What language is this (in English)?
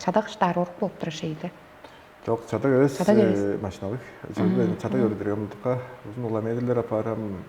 Tuvinian